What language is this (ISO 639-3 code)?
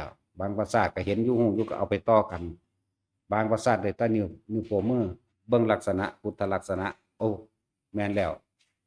tts